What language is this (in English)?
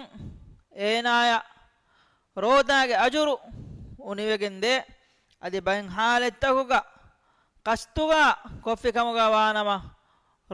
Divehi